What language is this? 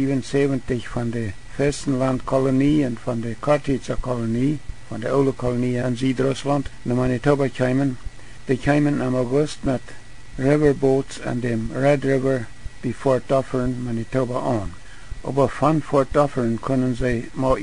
Plautdietsch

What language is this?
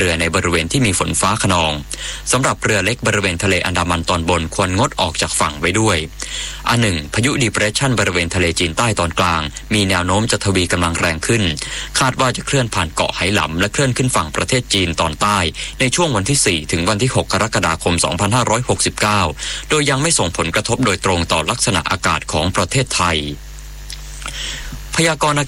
Thai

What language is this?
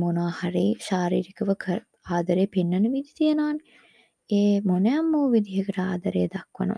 Sinhala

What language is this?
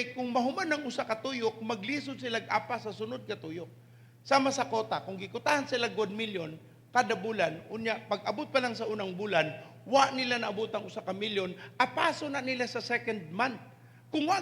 Cebuano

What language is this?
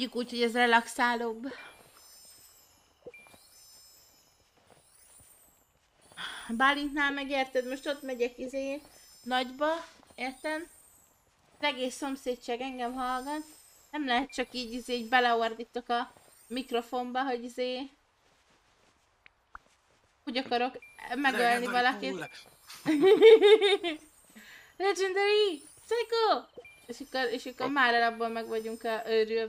Hungarian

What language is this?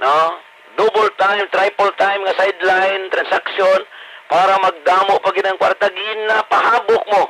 Hiligaynon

